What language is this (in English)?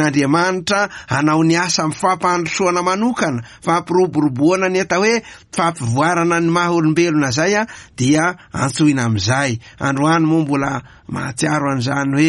Malagasy